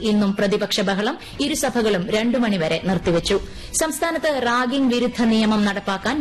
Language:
Malayalam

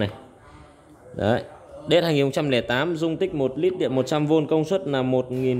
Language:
Vietnamese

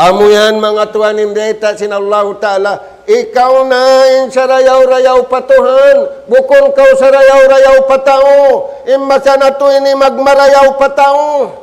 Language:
Tausug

